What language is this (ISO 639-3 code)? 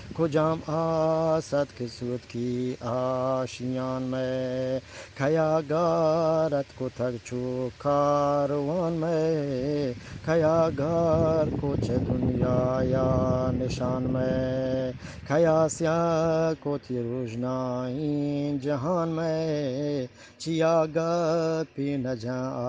bgp